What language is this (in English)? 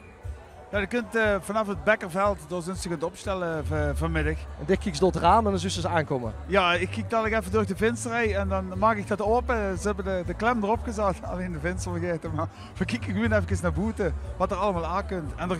Limburgish